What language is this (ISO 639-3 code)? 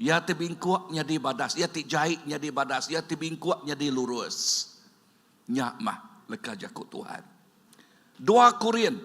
iba